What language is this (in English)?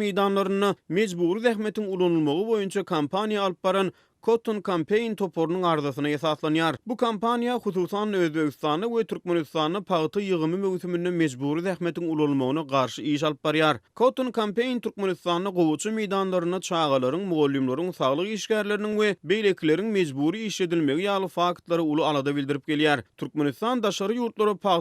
Turkmen